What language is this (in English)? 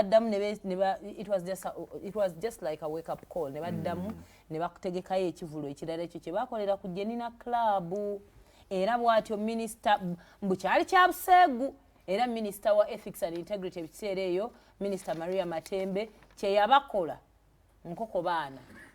Ganda